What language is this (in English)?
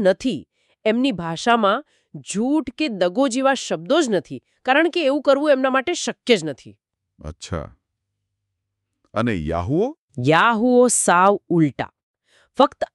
Gujarati